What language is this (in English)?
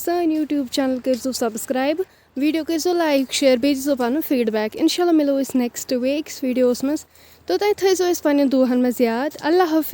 Kashmiri